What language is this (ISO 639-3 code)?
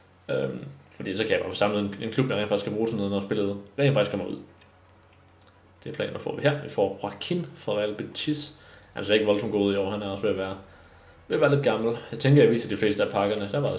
dan